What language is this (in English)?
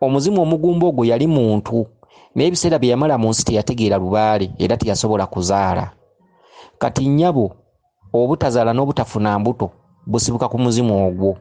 Ganda